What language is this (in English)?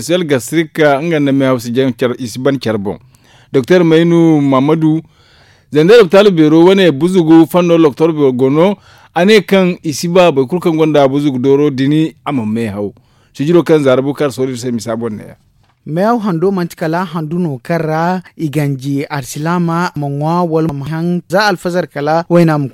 Zarma